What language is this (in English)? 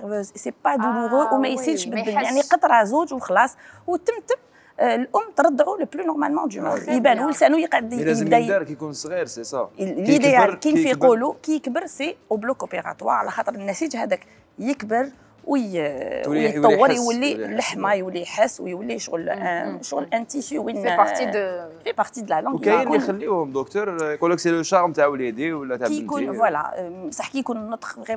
Algerian Arabic